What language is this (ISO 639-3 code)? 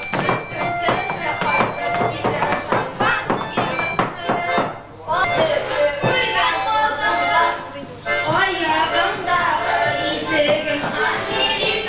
bak